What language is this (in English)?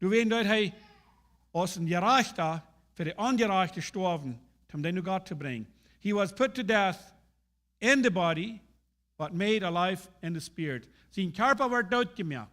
Plautdietsch